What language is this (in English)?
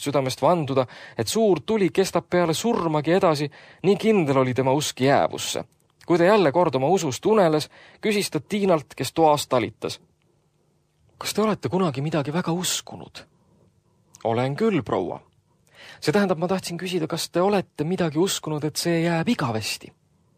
Estonian